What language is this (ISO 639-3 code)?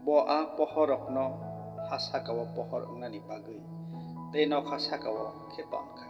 trp